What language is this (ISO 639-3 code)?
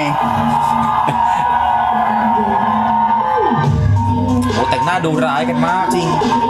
tha